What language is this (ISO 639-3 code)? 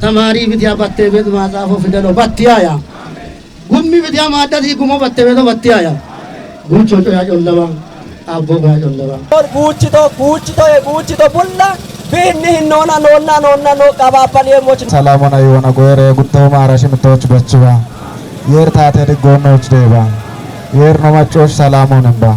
kbr